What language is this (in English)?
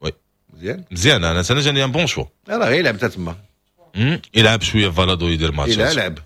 Moroccan Arabic